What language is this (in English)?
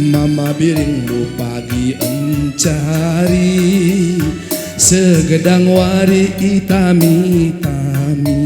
Batak Karo